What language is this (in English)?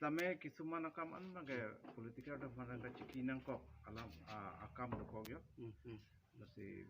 Karbi